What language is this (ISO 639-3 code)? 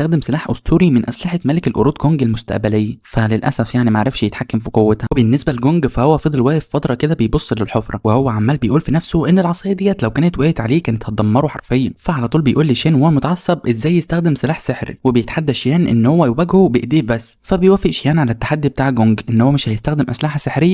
arz